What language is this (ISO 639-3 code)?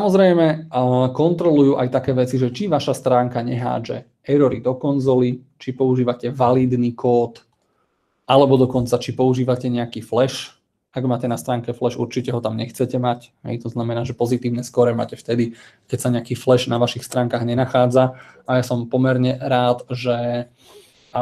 slk